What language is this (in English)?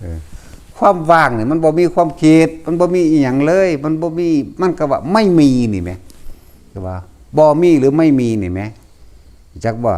Northeastern Thai